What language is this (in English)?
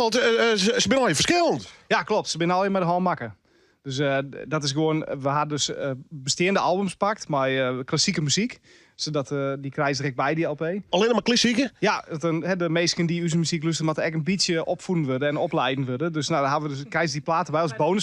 Western Frisian